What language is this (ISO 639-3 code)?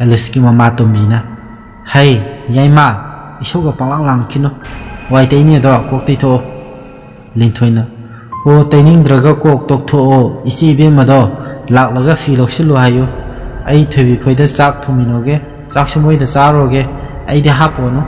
mni